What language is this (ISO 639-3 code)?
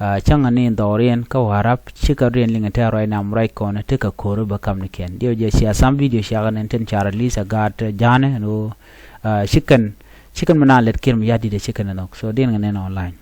nus